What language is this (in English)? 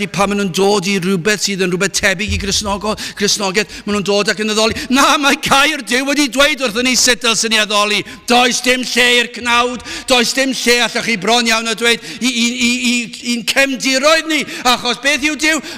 Welsh